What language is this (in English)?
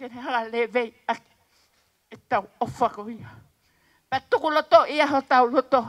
Tongan